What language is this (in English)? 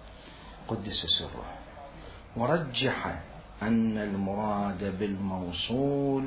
Mesopotamian Arabic